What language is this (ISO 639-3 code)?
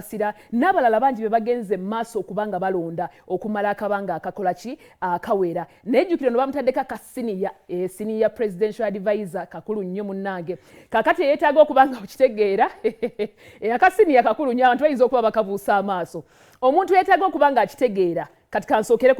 lug